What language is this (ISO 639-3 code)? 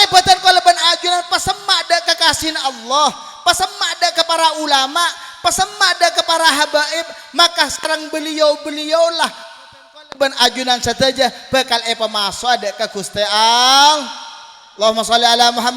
mad